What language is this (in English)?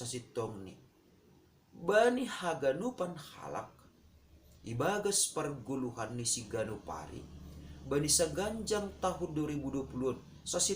Batak Simalungun